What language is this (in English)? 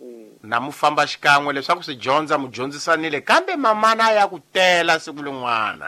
Tsonga